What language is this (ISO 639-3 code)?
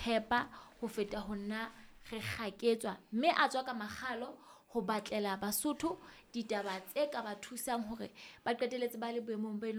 sot